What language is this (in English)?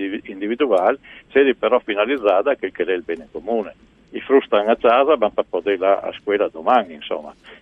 Friulian